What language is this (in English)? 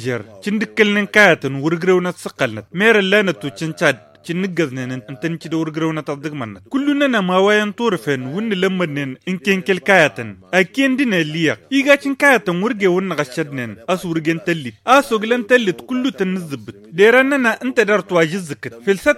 Tamasheq